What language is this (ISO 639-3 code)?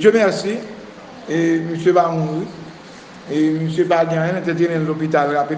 hat